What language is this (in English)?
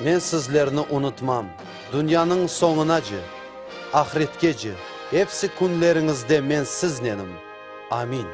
Crimean Tatar